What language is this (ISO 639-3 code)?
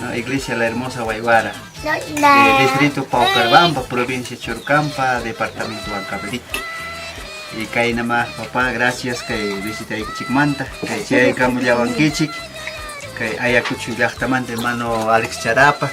quy